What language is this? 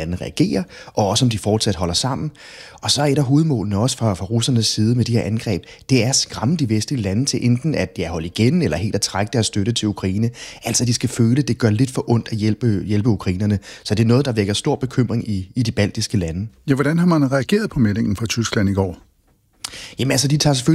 Danish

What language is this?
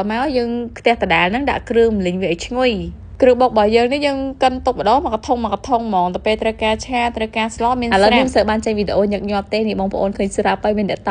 Khmer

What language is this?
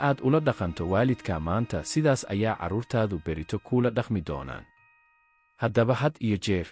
Somali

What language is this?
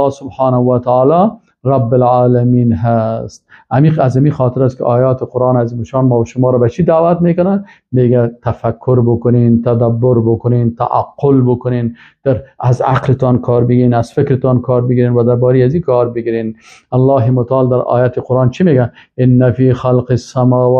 Persian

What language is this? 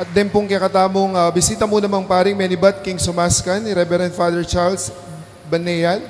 Pampanga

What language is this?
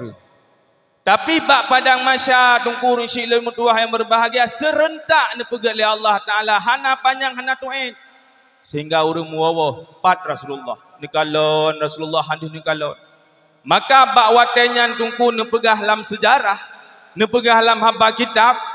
Achinese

